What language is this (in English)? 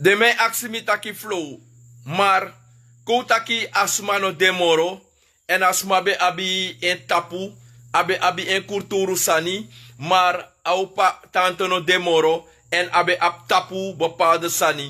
Sranan Tongo